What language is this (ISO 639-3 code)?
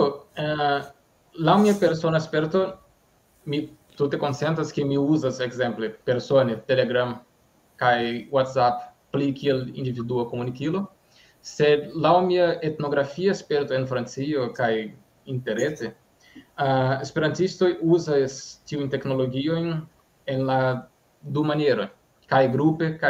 epo